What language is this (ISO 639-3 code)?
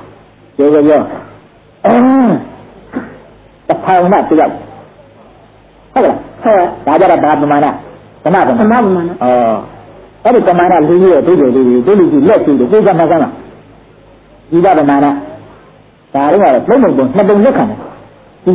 mya